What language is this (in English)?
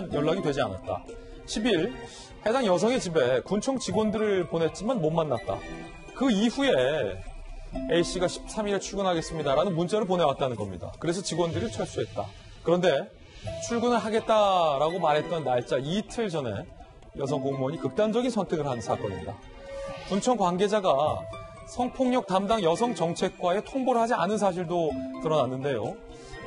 Korean